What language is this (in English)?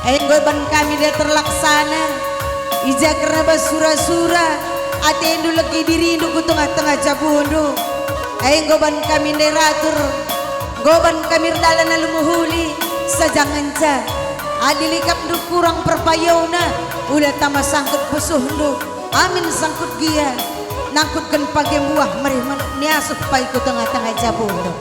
Batak Karo